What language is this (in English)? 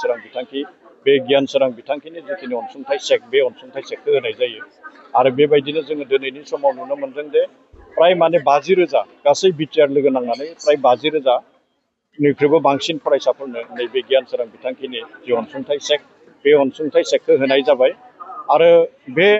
Bodo